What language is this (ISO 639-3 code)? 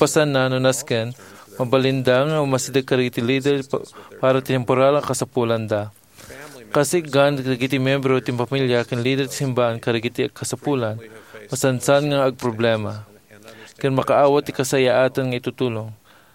ilo